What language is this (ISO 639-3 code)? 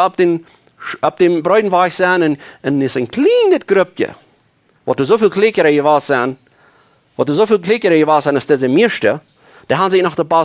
pdt